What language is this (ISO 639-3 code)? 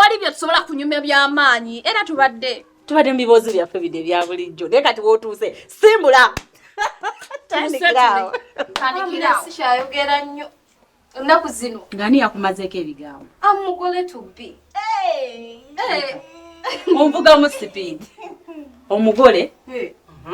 lug